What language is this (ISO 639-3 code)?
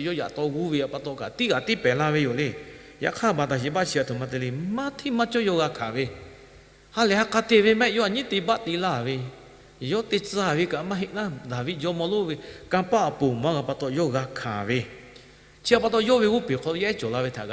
lhu